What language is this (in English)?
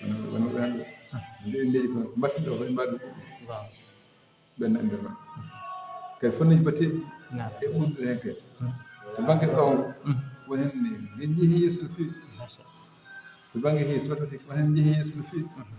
Fula